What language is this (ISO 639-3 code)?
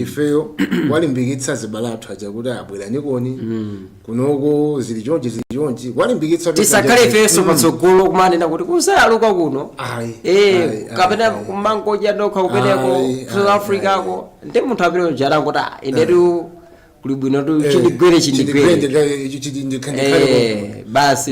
nya